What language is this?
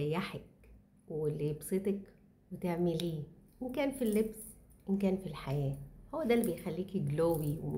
Egyptian Arabic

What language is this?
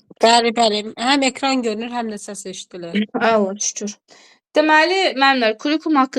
Azerbaijani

